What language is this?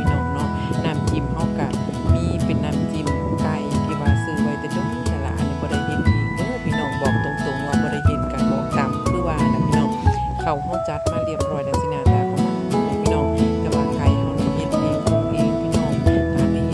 Lao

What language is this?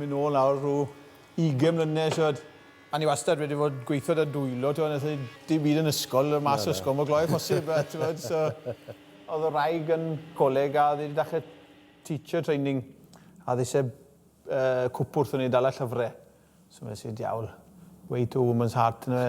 Welsh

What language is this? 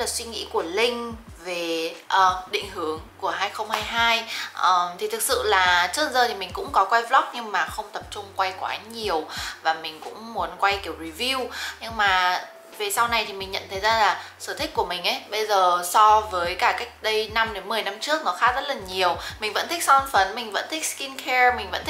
Vietnamese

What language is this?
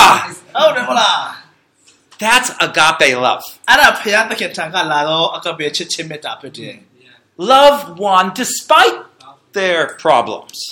Burmese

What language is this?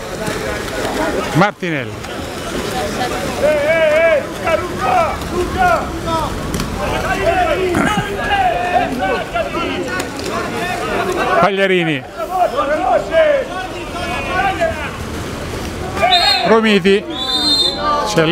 Italian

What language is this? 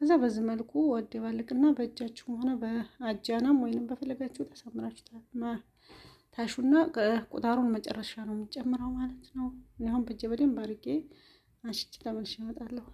Amharic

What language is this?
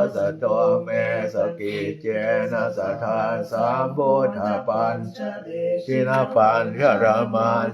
Pali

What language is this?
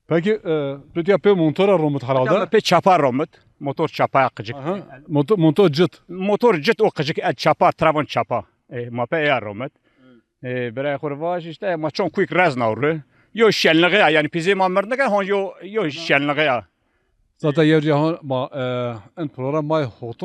Zaza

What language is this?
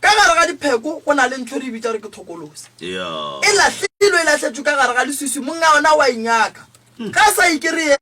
Northern Sotho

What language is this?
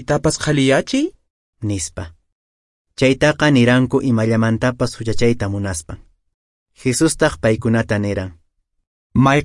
Quechua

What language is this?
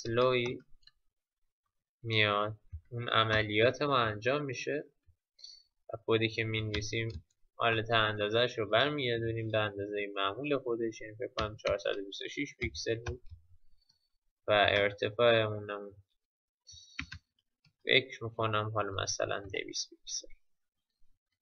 Persian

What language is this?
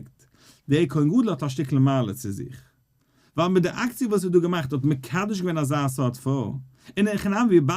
Yiddish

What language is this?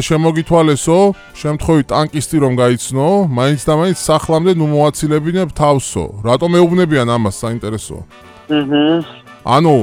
Georgian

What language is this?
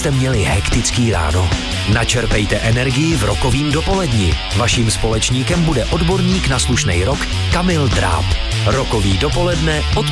Czech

